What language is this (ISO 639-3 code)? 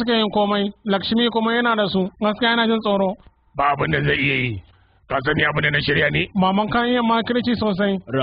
hau